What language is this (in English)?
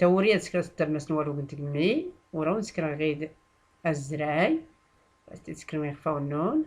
Tachelhit